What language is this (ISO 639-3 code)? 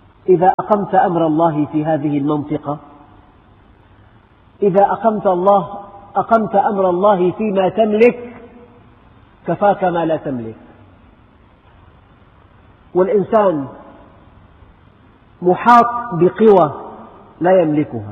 ara